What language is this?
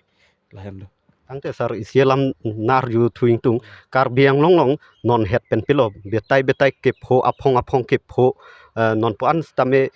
Karbi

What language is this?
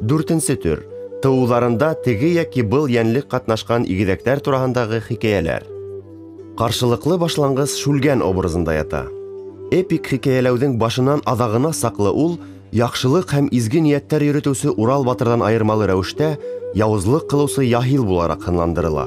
Bashkir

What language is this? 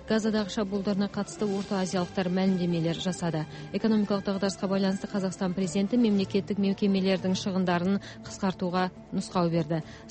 Kazakh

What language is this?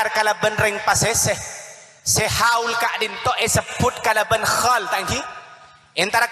Madurese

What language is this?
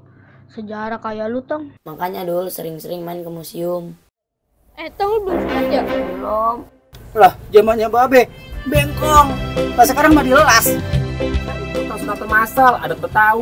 Betawi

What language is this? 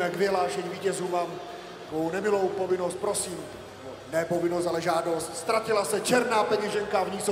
Czech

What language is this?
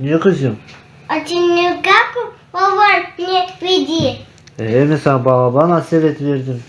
Crimean Tatar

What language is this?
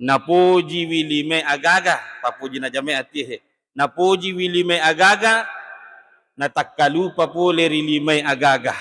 Buginese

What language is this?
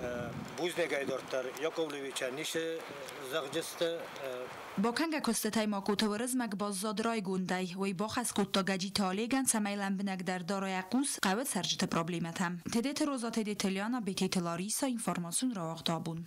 Ossetic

